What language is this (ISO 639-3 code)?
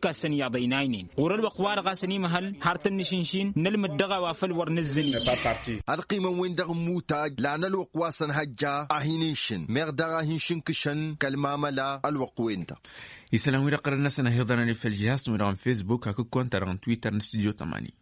taq